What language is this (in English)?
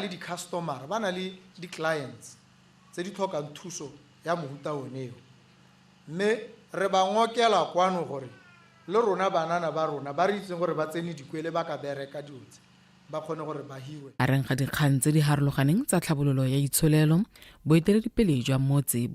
Tswana